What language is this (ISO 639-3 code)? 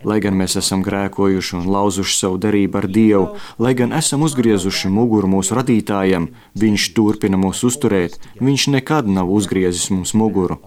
lav